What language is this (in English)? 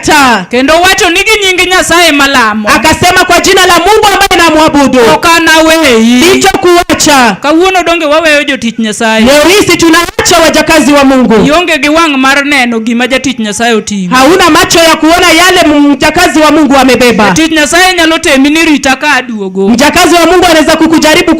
Luo (Kenya and Tanzania)